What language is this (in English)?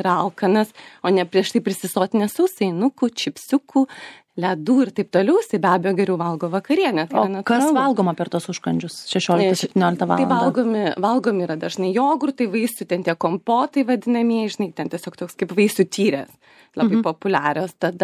Lithuanian